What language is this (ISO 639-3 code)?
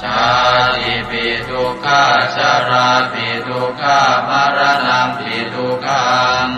pli